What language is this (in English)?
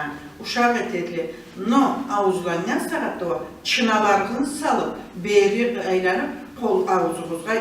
Karachay-Balkar